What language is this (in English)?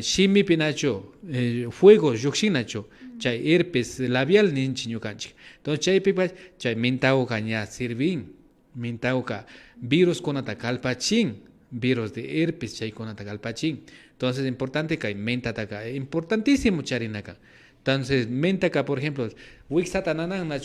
Imbabura Highland Quichua